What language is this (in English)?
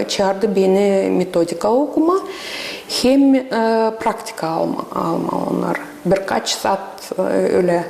Gagauz